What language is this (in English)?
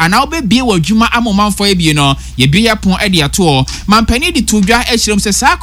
Akan